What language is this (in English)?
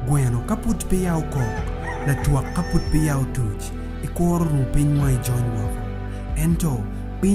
Acoli